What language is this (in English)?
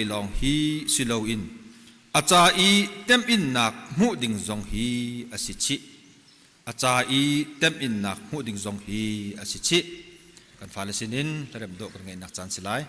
Hakha Chin